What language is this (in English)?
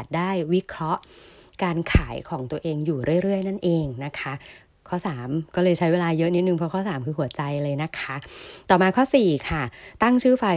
Thai